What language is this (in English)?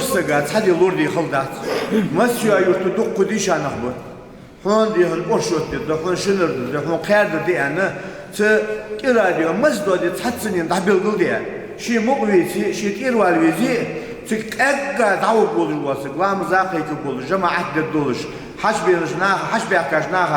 Ingush